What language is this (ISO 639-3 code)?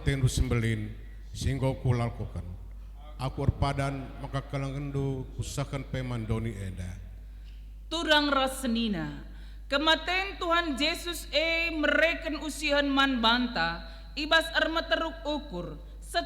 btx